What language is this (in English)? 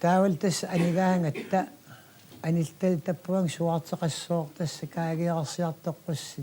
Kalaallisut